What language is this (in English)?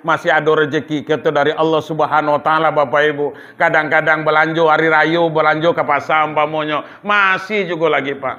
Minangkabau